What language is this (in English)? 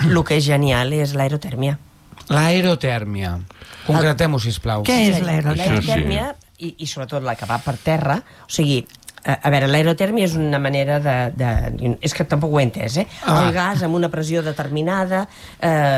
Catalan